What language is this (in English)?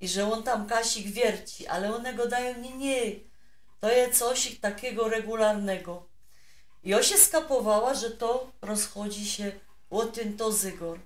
Silesian